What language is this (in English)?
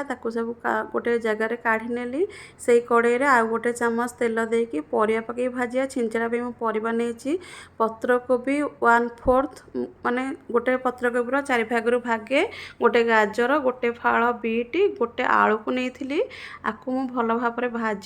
Odia